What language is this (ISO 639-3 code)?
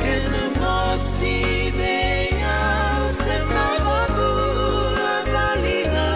fij